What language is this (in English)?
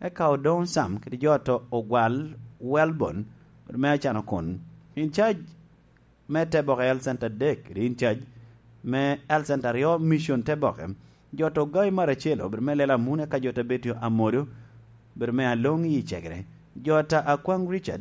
Lango (Uganda)